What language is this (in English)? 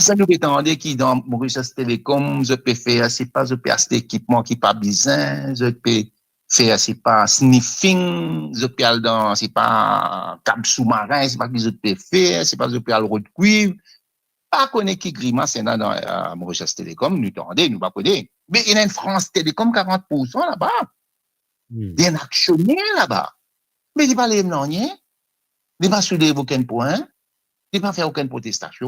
Morisyen